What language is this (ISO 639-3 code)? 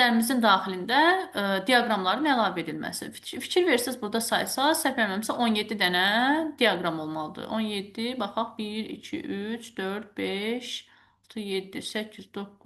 aze